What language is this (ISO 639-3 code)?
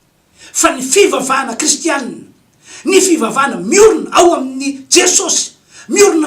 mlg